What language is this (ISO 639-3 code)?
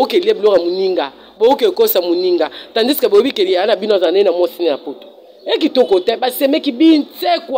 lin